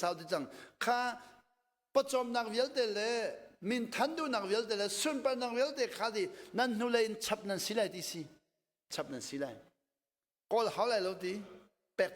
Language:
Hakha Chin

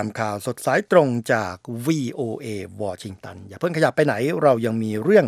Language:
Thai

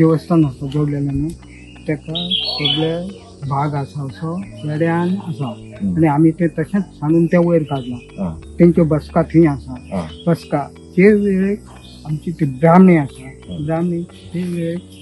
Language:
Konkani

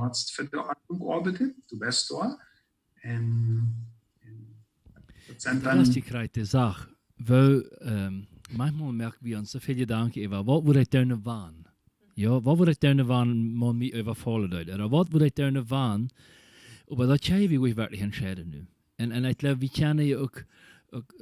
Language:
Plautdietsch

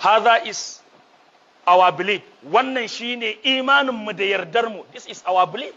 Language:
Hausa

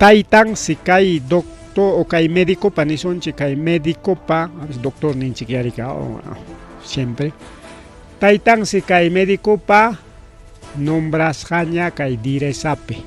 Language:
Ayacucho Quechua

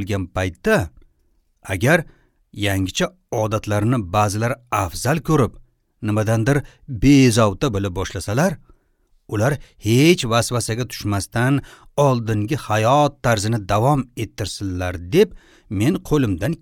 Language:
Uzbek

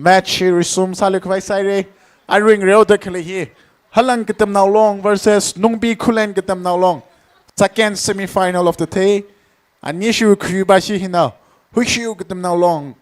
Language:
Tangkhul Naga (India)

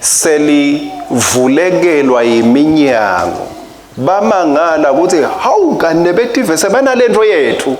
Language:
Swati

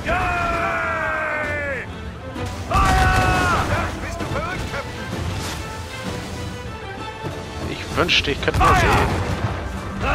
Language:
German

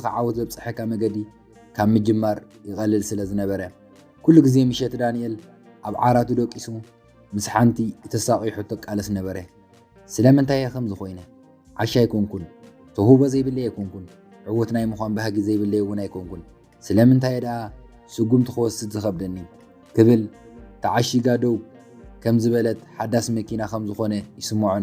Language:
Tigrinya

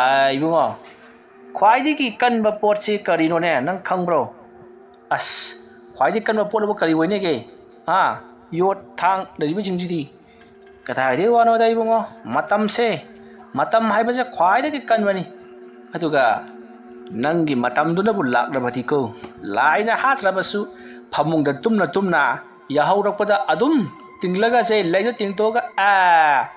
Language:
Manipuri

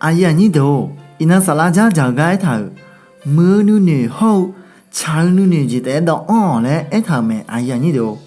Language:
Akha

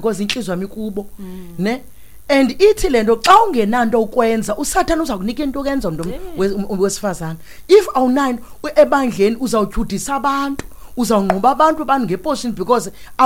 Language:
Xhosa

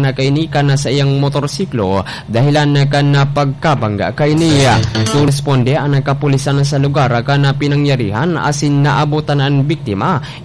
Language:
Bikol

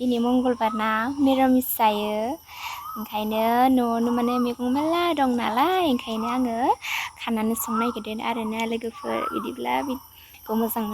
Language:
Bodo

